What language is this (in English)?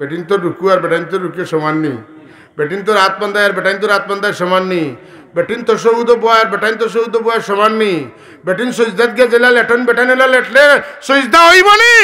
Sylheti